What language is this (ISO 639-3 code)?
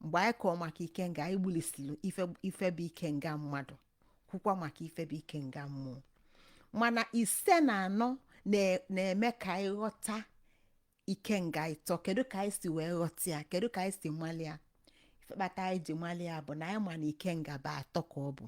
ibo